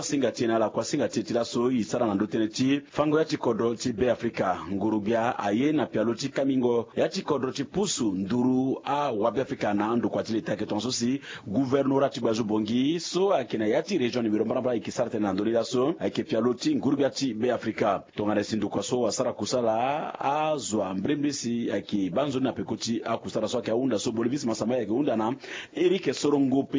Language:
Sango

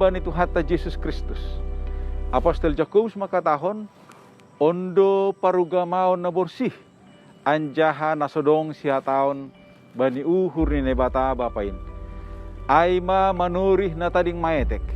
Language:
Batak Simalungun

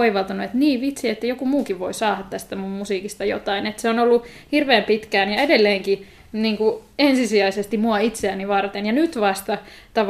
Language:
Finnish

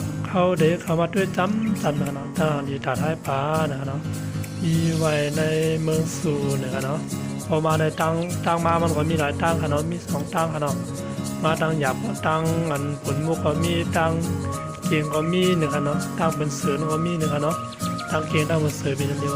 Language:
Shan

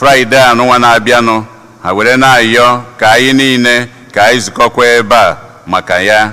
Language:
Igbo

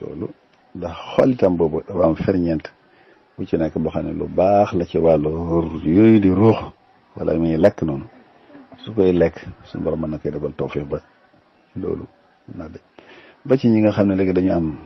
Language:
Wolof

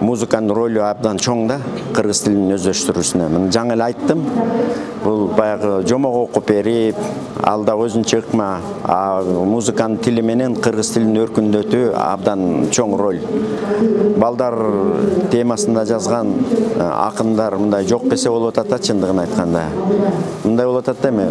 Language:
Kyrgyz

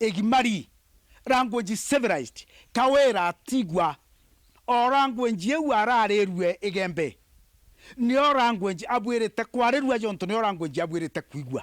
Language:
Meru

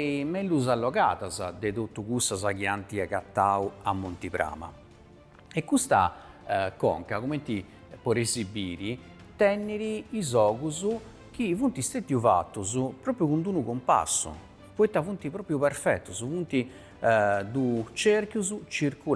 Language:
Sardinian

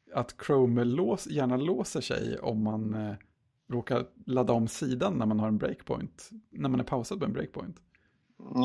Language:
Swedish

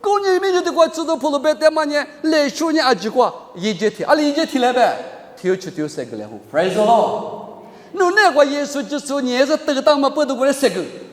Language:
Lisu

